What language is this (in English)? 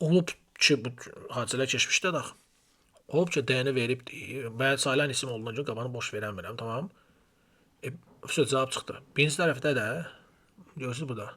Azerbaijani